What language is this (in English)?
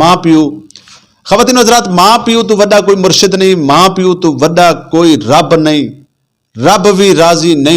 Western Panjabi